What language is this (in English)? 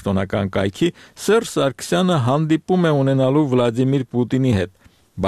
Armenian